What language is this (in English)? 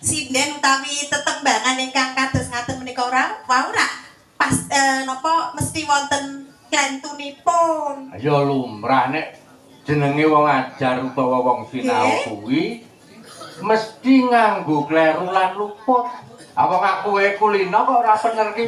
Javanese